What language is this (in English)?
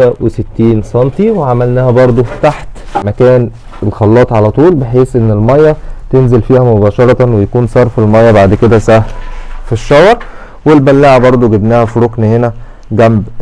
Egyptian Arabic